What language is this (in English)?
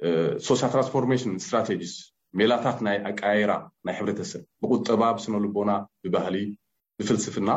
Tigrinya